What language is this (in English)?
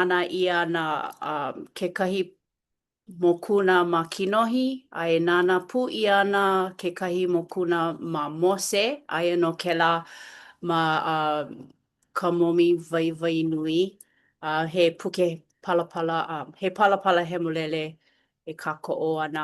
Hawaiian